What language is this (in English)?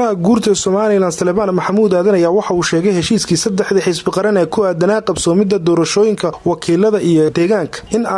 Somali